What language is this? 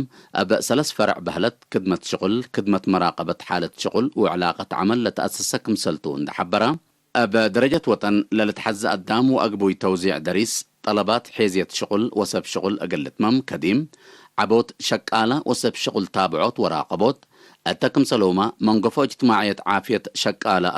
Tigre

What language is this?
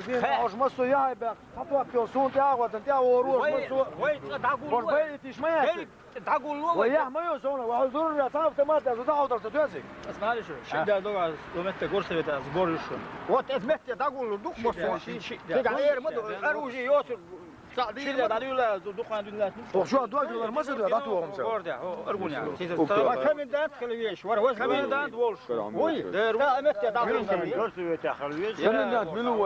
Chechen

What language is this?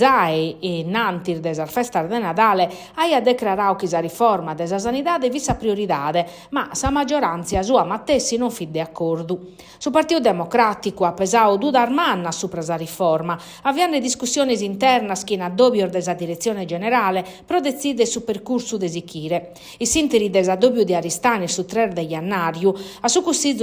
Sardinian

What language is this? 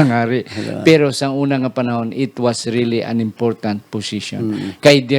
Hiligaynon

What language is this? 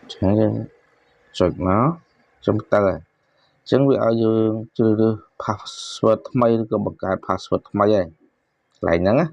Khmer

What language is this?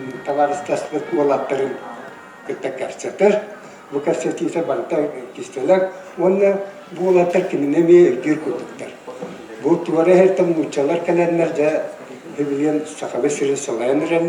Yakut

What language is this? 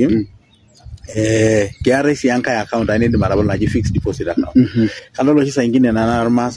Masai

